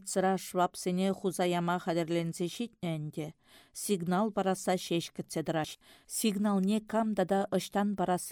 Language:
Chuvash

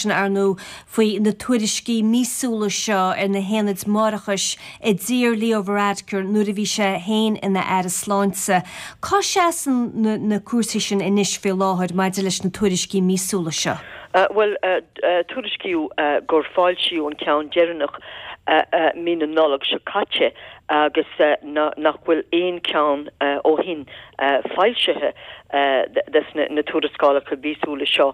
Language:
Irish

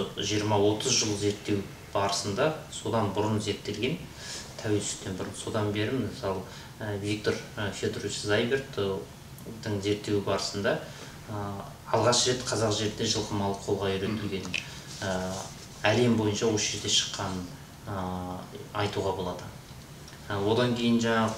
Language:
Kazakh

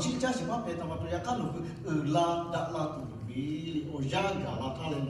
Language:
Lahu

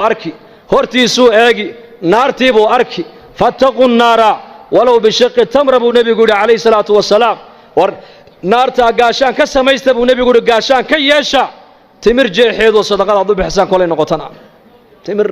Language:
Somali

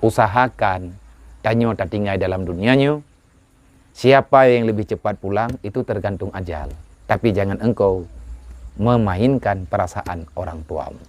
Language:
Achinese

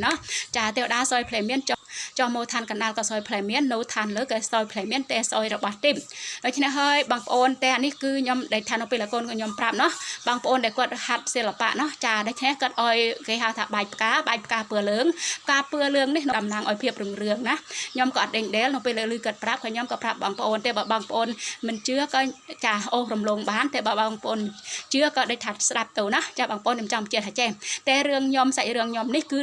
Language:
Khmer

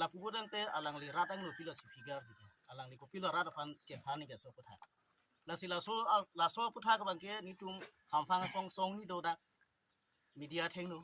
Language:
Karbi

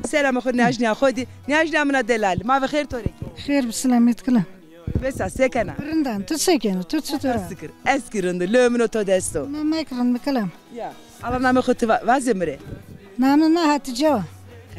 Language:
Zaza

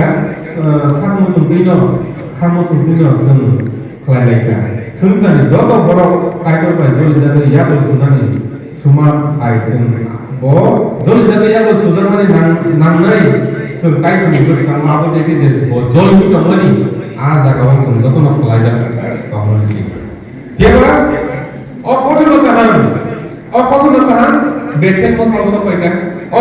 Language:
Kok Borok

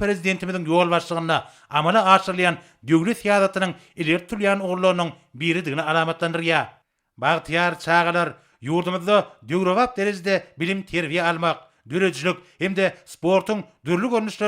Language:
Turkmen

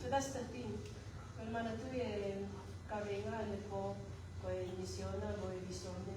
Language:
Tongan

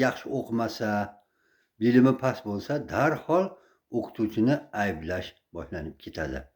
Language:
Uzbek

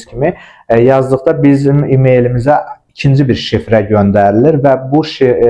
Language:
Azerbaijani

